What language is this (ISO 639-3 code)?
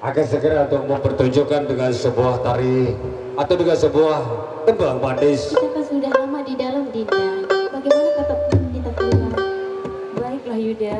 sas